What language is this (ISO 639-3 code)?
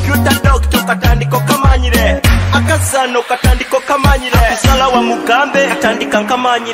nyo